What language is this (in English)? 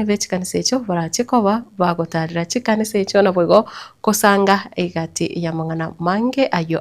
Gusii